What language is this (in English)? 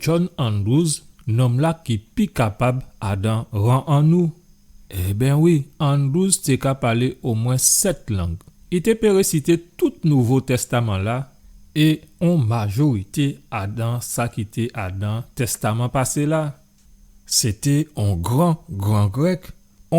Guadeloupean Creole French